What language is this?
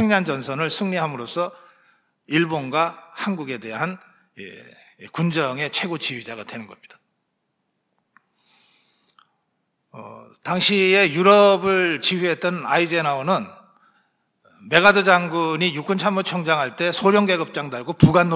Korean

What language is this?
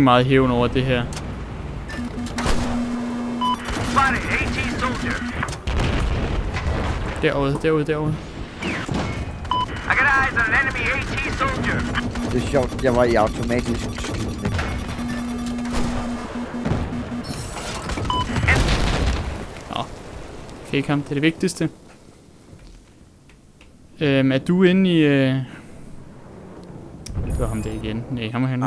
Danish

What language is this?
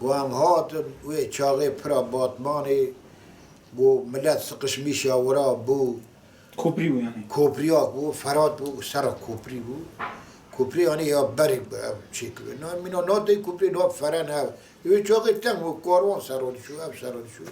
Kurdish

